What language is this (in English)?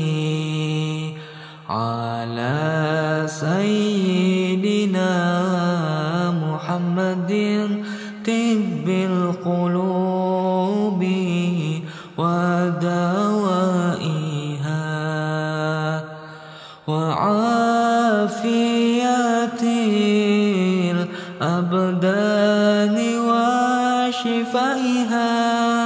Arabic